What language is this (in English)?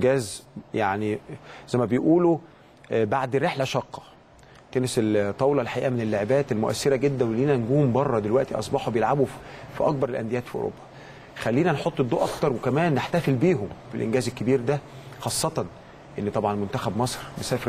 Egyptian Arabic